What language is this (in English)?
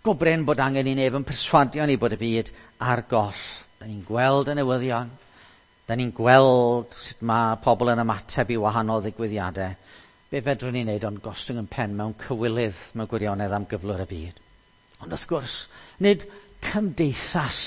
Welsh